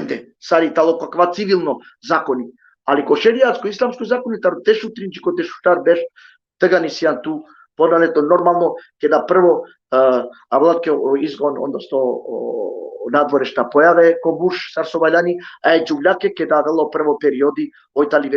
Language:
Balkan Romani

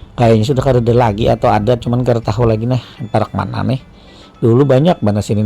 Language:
Banjar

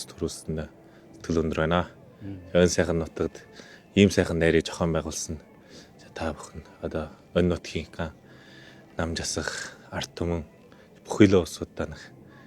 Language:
Mongolian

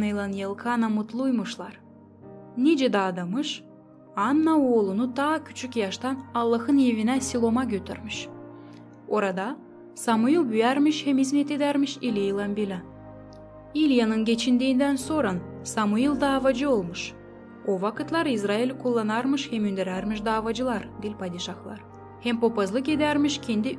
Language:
Gagauz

